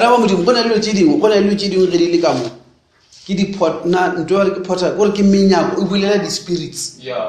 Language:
Northern Sotho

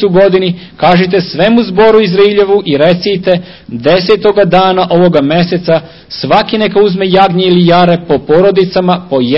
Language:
Serbian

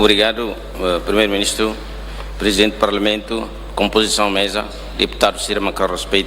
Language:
Tetum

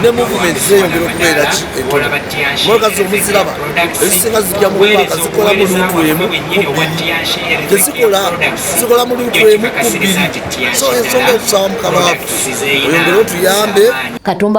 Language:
Ganda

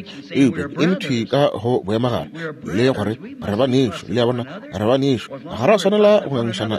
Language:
Northern Sotho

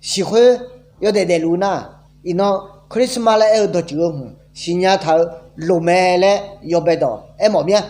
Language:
Akha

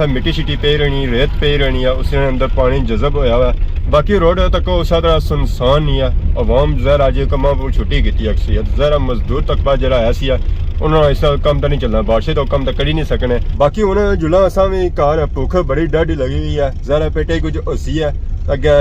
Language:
Pahari-Potwari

